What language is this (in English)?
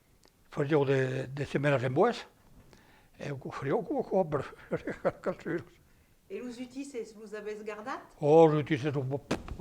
Occitan